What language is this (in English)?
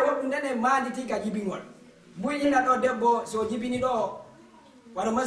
Fula